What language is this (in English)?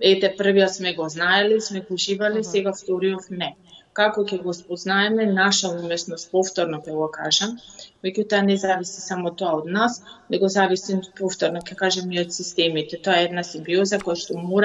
Macedonian